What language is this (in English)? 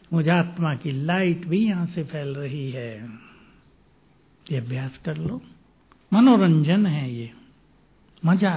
Hindi